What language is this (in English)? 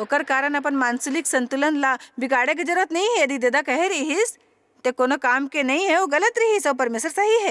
Chhattisgarhi